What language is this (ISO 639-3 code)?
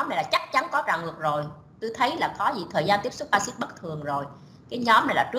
vie